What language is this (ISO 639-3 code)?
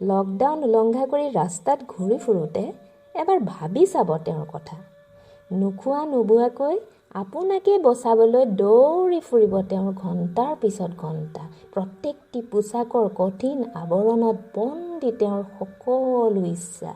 asm